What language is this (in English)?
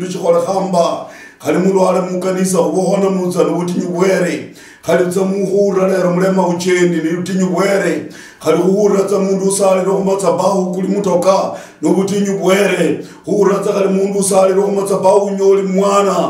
Luyia